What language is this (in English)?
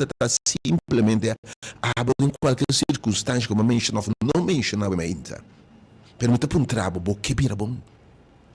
Papiamento